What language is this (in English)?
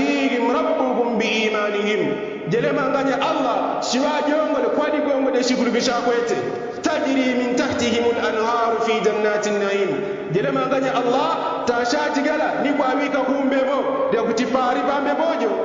Yao